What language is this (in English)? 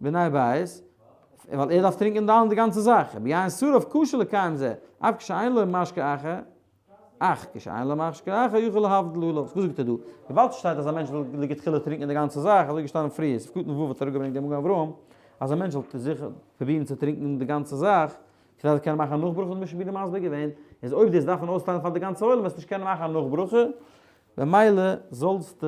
Yiddish